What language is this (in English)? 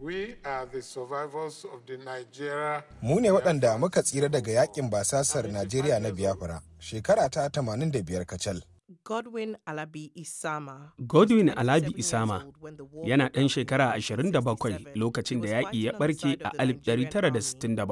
Hausa